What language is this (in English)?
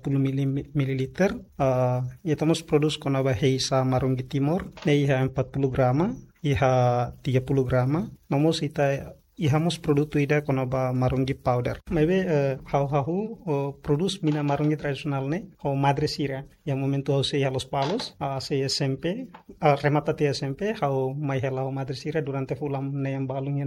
Tetum